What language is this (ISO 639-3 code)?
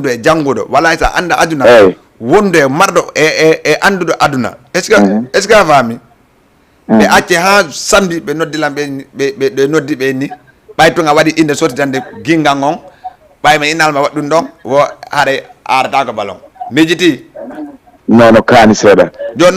ful